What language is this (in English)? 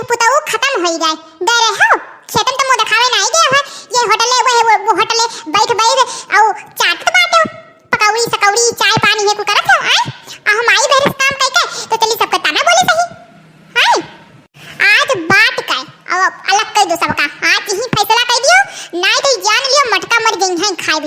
Awadhi